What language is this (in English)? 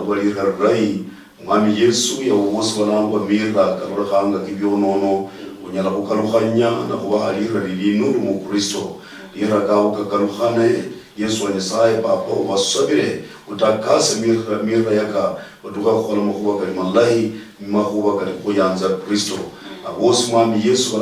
Luyia